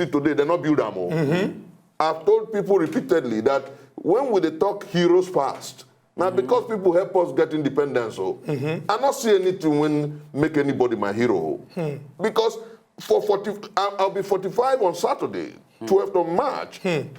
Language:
Nigerian Pidgin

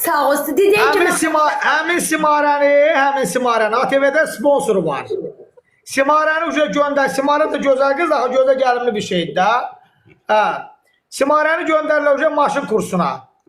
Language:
Azerbaijani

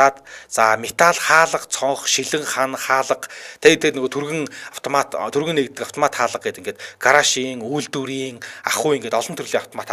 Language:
Mongolian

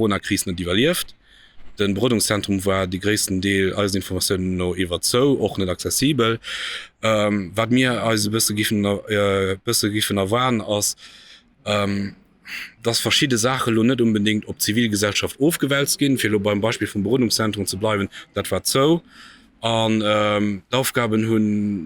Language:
Luxembourgish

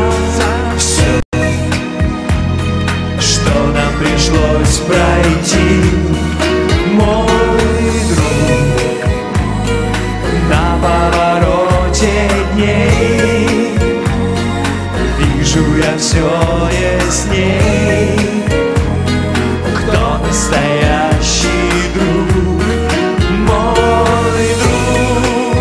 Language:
Russian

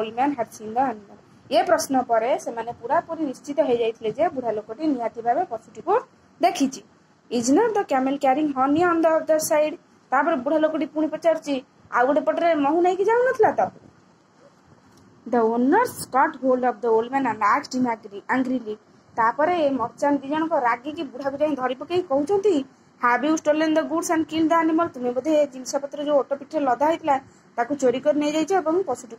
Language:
Odia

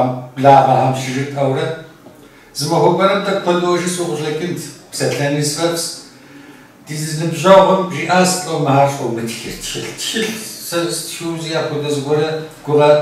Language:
Kabardian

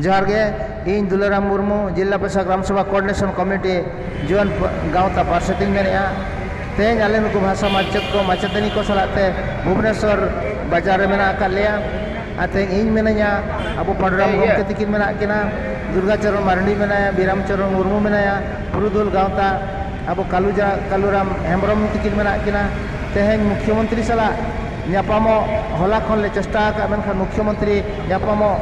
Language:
Santali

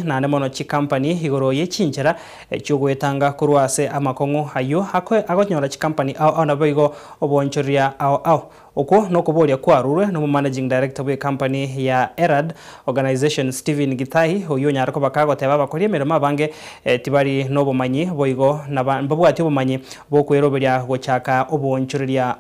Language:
Gusii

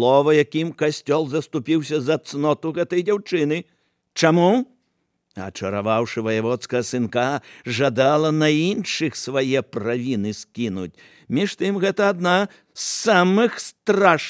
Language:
Belarusian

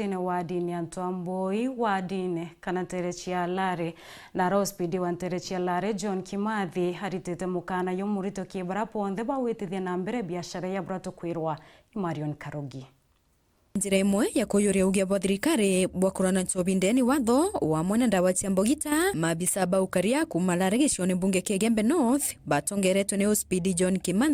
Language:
Meru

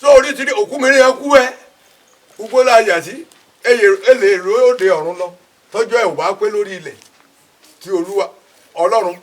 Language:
Yoruba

